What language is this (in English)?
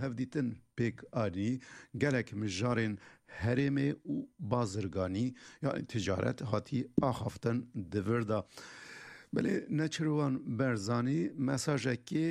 Kurdish